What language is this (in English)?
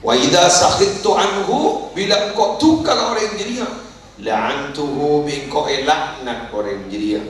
Madurese